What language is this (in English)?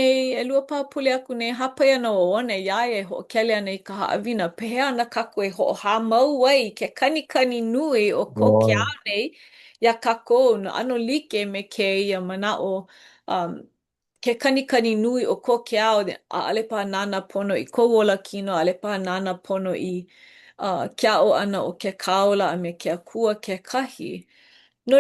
Hawaiian